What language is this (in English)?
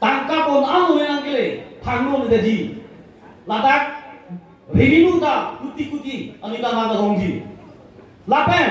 Karbi